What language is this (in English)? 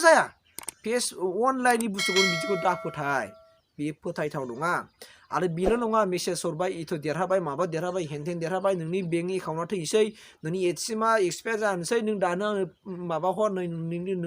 Bodo